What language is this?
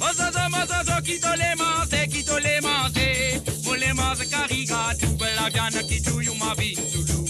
Morisyen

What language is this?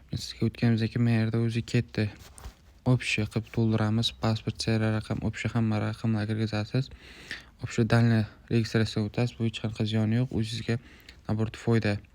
Uzbek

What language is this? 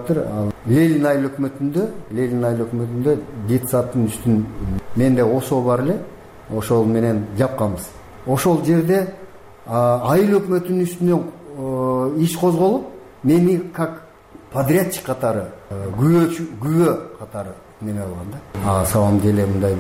Kyrgyz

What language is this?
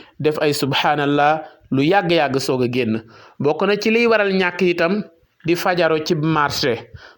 Wolof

